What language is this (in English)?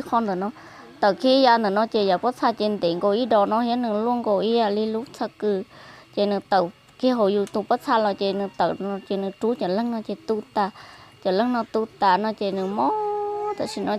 Hmong